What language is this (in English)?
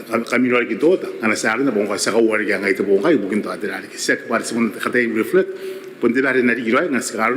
Gilbertese